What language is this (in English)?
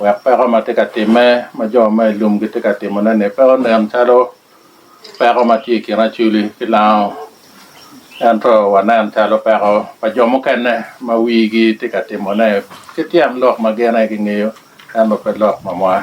Lango (Uganda)